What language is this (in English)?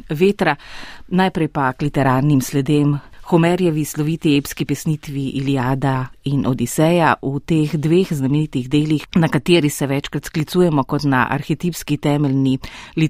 Slovenian